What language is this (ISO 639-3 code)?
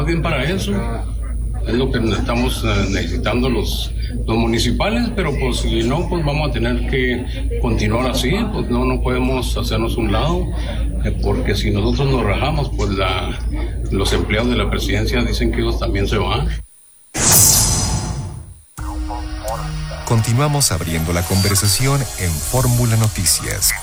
spa